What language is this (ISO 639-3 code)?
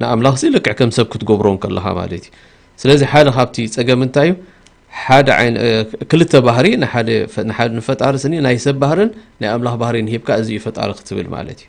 tir